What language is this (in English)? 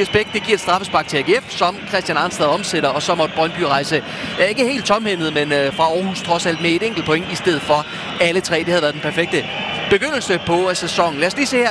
Danish